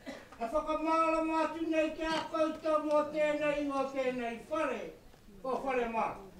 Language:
Māori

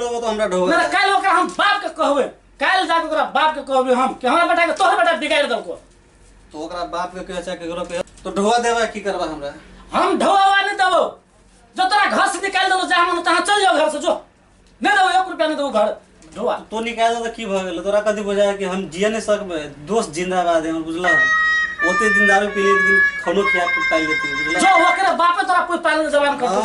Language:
Maithili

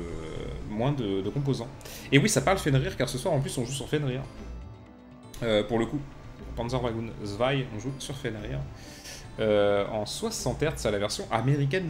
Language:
French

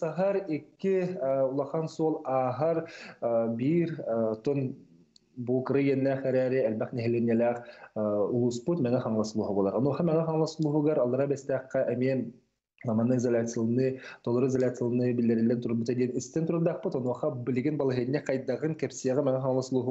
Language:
Yakut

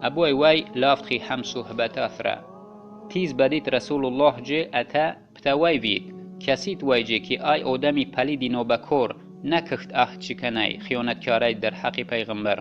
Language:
Tajik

